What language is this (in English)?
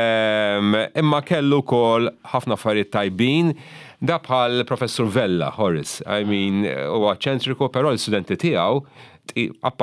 Maltese